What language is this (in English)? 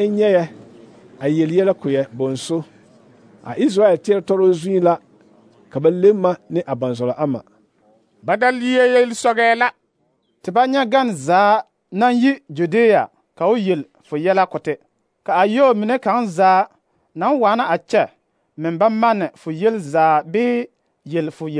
Southern Dagaare